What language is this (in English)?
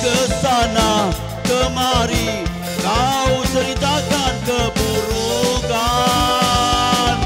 Musi